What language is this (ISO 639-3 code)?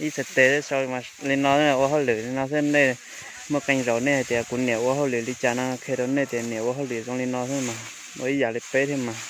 hmn